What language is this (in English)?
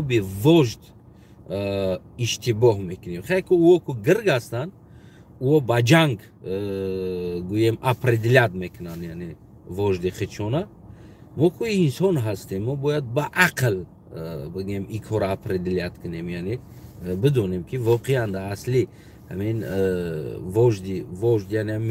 Tajik